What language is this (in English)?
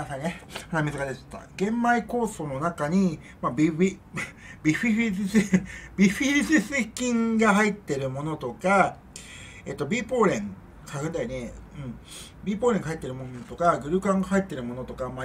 Japanese